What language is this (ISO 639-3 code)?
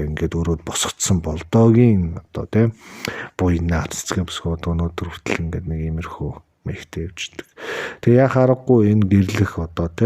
mon